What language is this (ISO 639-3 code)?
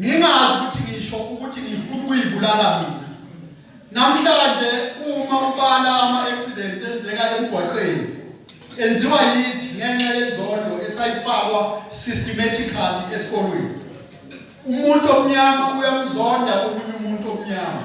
zul